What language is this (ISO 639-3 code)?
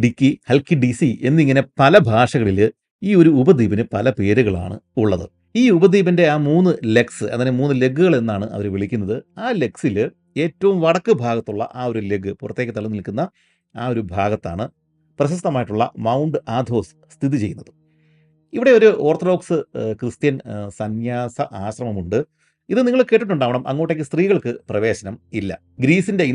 mal